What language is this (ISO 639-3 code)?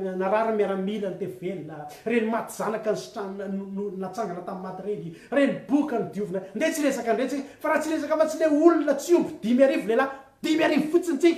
mlg